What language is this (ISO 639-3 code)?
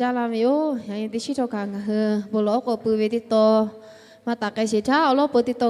lhu